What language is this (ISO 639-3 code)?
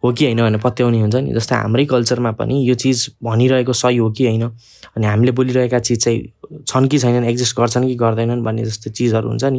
nep